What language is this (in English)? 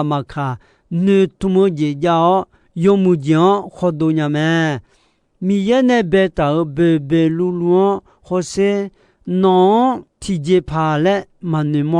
Akha